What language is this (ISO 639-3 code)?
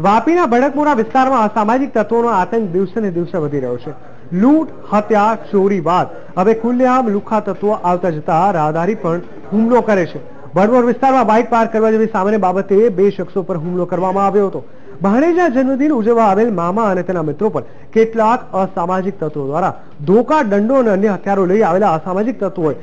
guj